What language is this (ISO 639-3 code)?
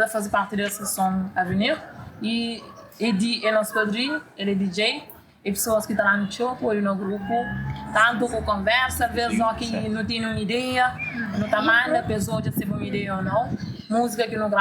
kea